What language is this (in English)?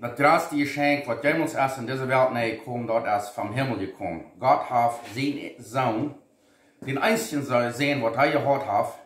Plautdietsch